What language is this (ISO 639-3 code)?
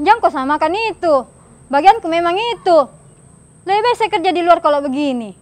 mfp